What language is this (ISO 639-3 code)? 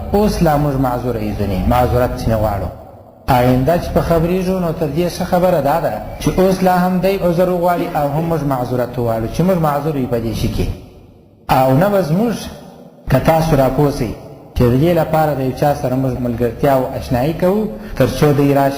pus